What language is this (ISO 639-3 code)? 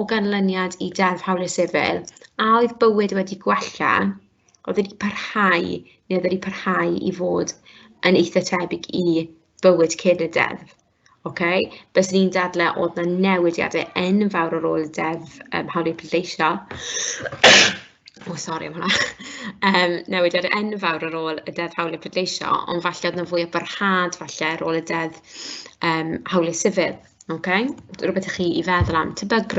cym